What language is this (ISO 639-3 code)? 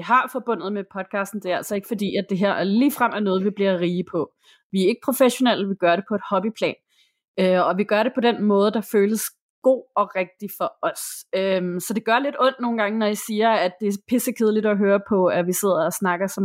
dan